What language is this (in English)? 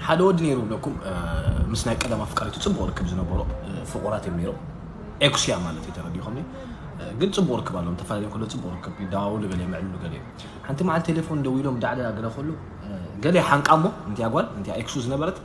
Tigrinya